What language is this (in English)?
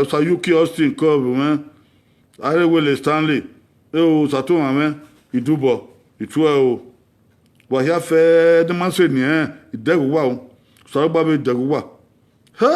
Bini